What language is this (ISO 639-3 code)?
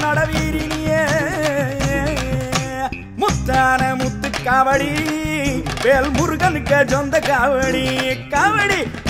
tam